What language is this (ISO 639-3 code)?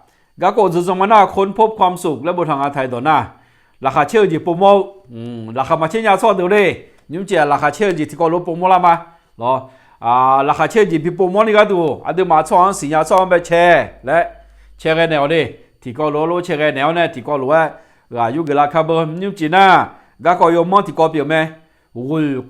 ahk